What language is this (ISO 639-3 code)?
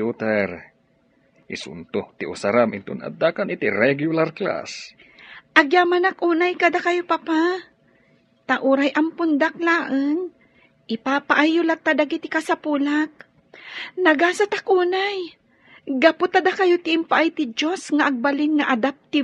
ilo